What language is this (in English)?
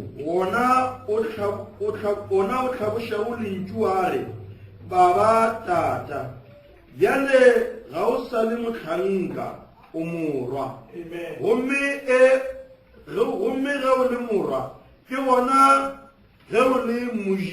Northern Sotho